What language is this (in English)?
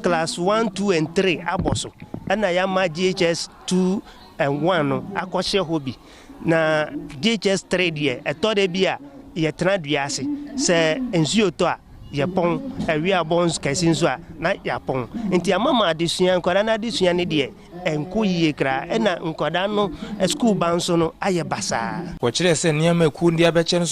Akan